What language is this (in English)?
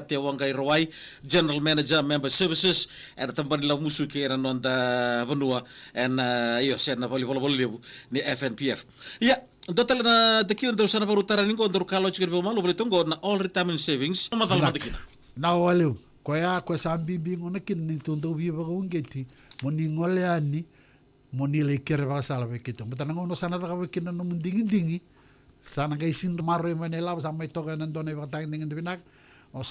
Fijian